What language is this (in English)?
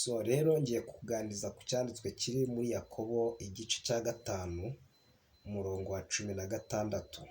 Kinyarwanda